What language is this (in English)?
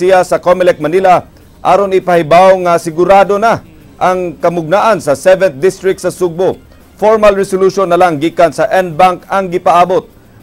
Cebuano